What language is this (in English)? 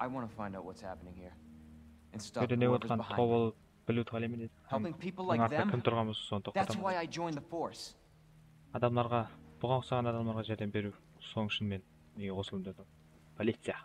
Kara-Kalpak